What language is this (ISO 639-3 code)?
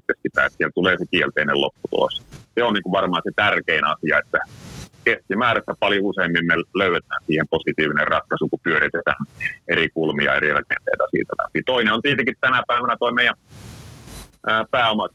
fin